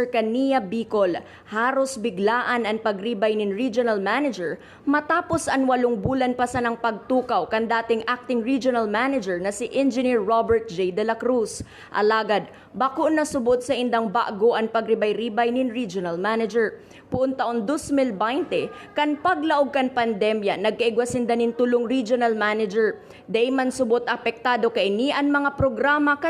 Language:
Bikol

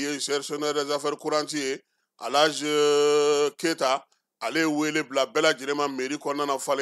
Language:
Bambara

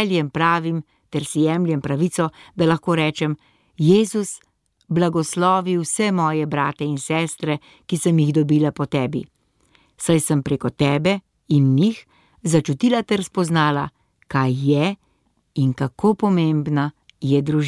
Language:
Slovenian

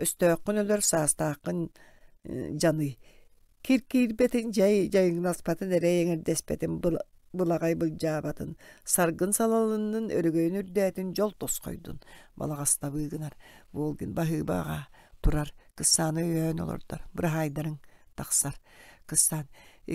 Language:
Yakut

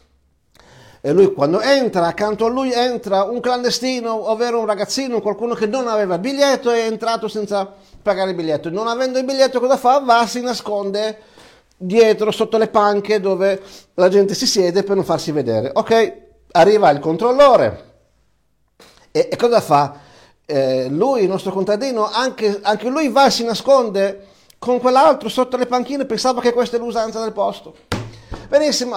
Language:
Italian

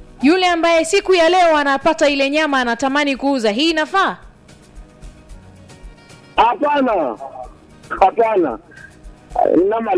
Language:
Swahili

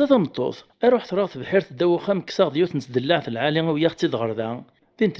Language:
Kabyle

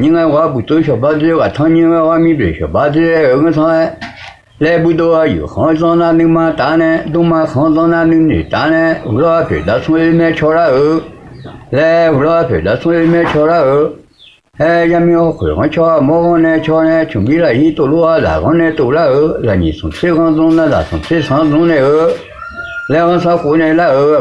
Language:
Akha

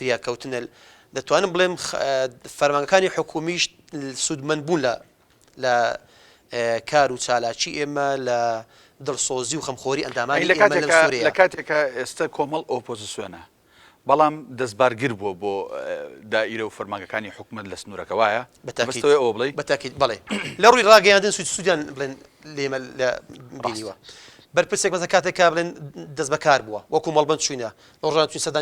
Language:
Central Kurdish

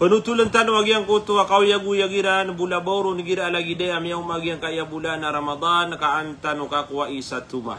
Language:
Maranao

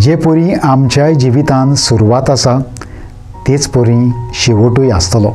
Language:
Konkani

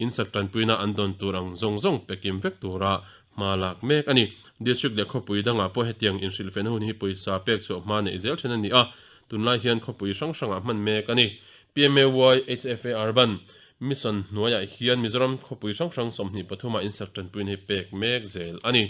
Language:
Mizo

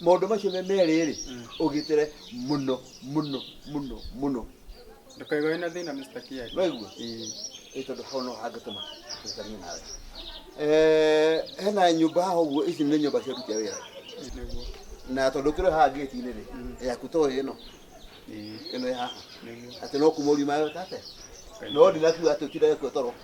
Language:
Kikuyu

